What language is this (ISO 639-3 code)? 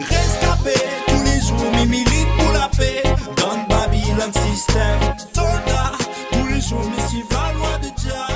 rcf